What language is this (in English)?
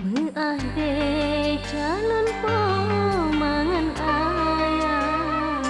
Achinese